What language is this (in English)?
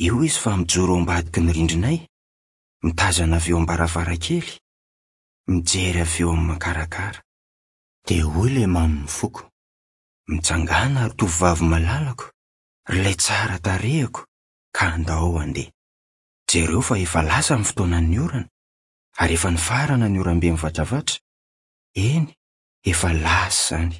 Malagasy